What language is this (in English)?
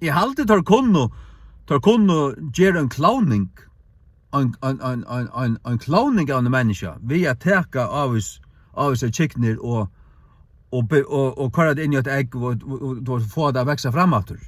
Faroese